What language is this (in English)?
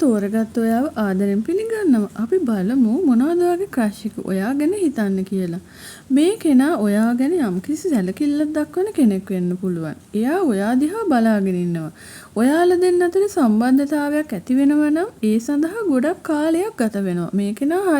Sinhala